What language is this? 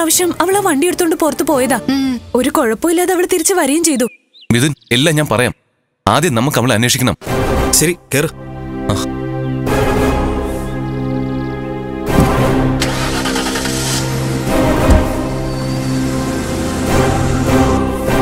Malayalam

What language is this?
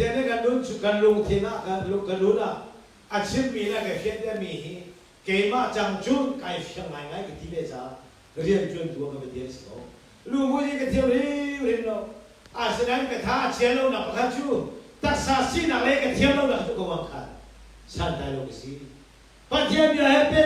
Hakha Chin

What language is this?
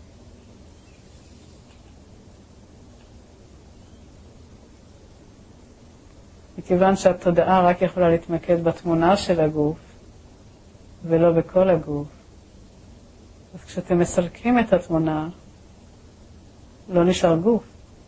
Hebrew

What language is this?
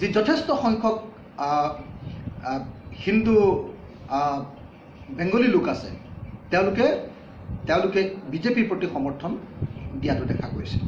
Assamese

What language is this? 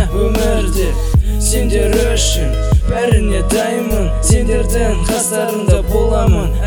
Kazakh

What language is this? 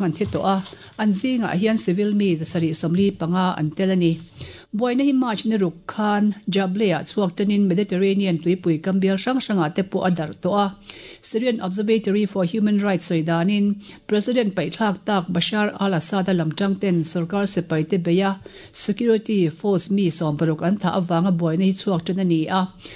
Mizo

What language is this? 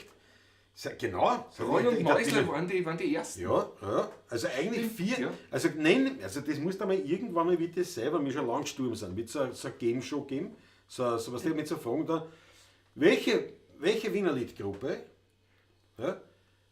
Bavarian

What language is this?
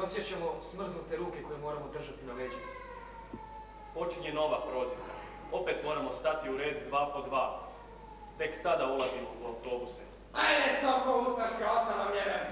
Croatian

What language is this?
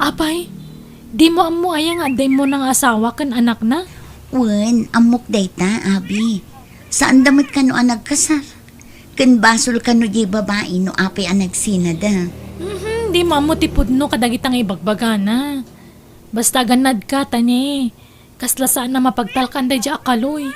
Iloko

